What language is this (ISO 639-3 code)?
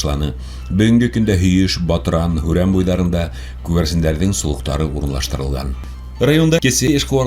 bak